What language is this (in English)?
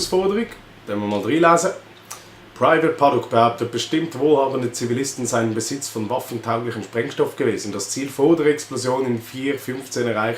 Swiss German